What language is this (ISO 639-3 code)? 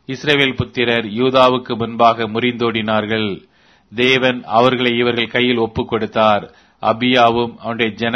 tam